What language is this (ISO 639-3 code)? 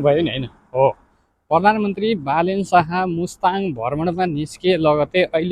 nep